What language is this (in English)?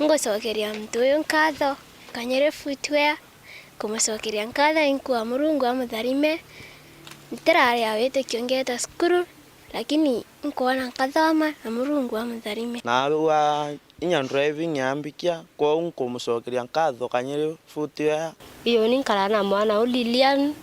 Meru